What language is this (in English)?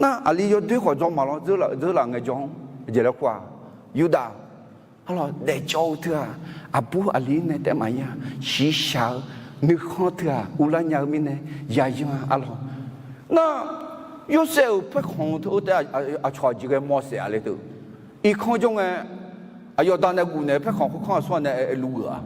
Akha